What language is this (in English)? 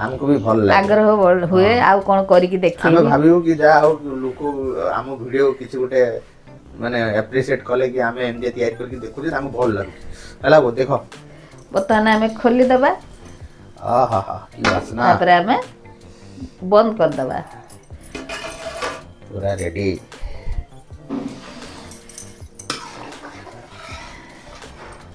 Odia